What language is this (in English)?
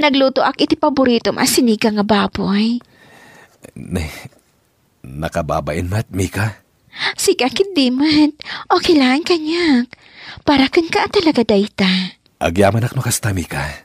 Iloko